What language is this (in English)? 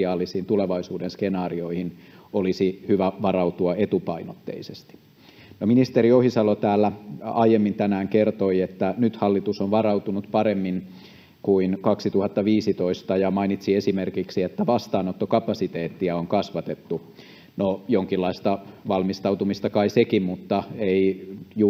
Finnish